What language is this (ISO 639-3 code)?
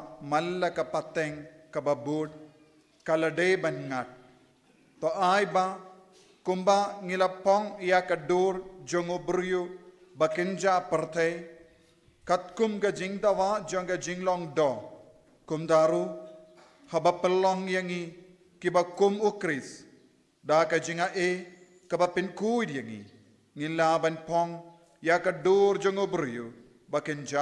kha